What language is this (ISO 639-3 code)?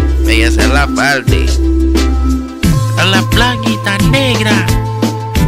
spa